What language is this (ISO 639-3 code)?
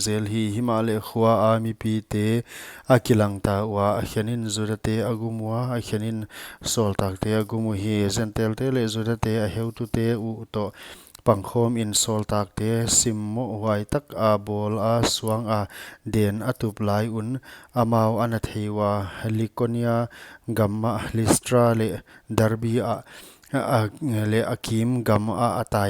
pck